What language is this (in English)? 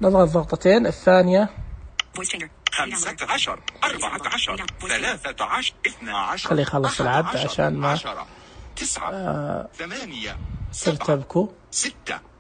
Najdi Arabic